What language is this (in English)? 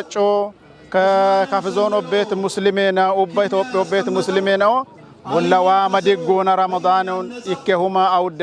Kafa